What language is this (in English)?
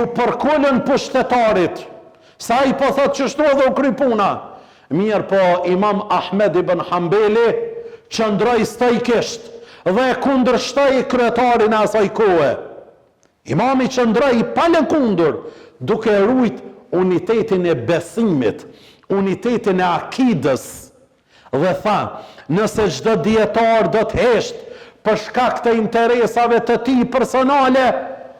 Albanian